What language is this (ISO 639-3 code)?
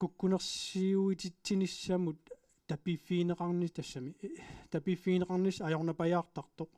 kal